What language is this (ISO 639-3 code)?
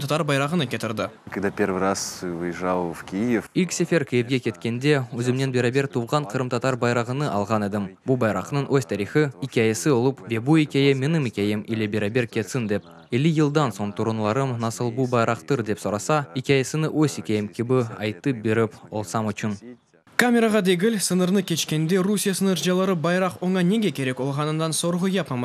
crh